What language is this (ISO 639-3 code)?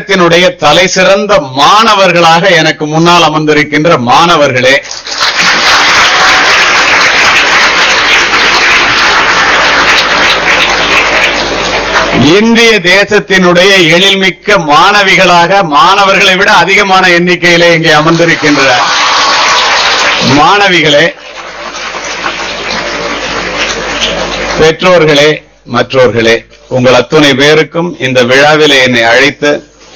tam